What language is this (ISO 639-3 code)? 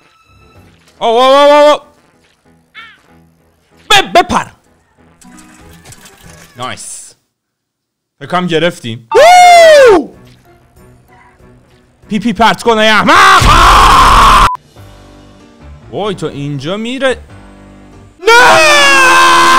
fas